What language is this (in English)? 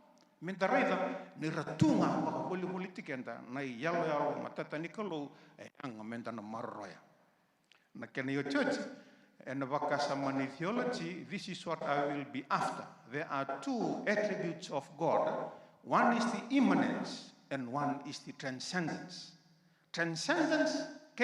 Fijian